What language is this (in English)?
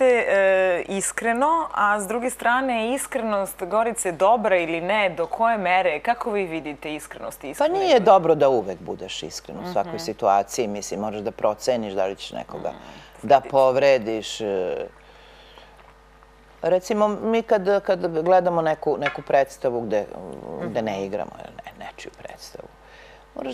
Serbian